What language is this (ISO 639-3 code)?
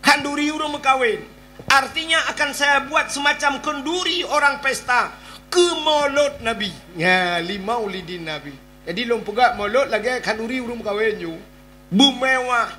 ace